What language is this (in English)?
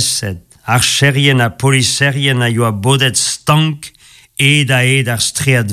Breton